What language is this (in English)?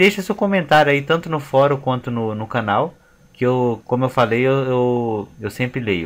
Portuguese